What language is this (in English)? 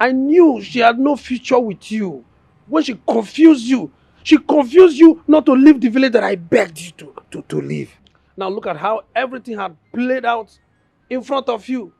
Nigerian Pidgin